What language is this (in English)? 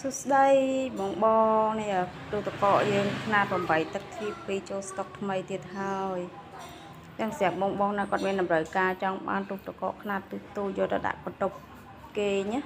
Khmer